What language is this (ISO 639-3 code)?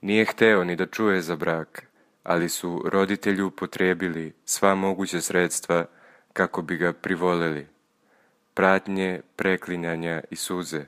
srp